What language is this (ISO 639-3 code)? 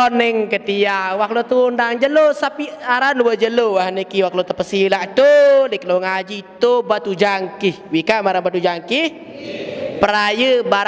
sas